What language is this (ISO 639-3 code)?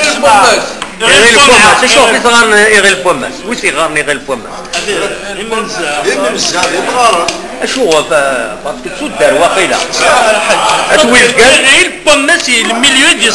kab